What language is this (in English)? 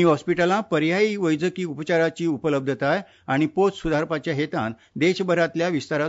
Konkani